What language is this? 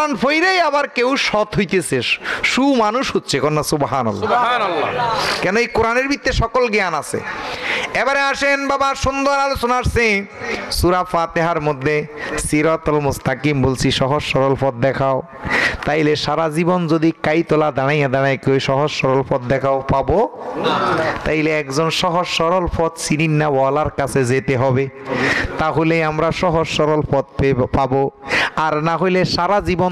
Bangla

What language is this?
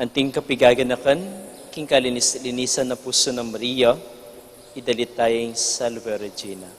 Pampanga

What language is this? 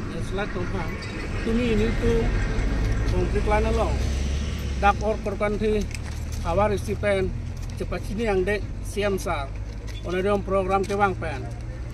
Karbi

